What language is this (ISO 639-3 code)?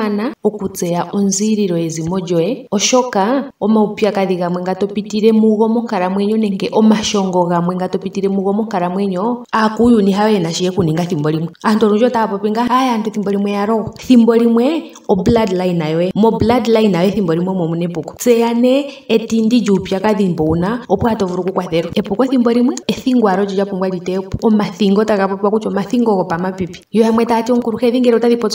ndo